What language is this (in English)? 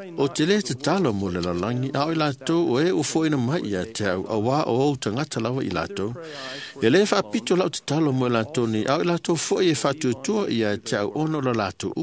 Samoan